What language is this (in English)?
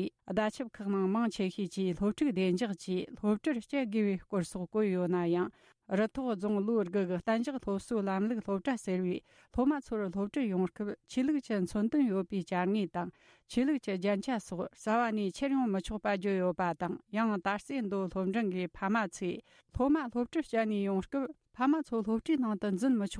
Tibetan